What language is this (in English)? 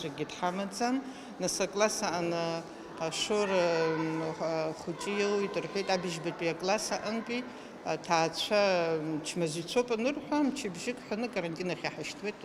Abkhazian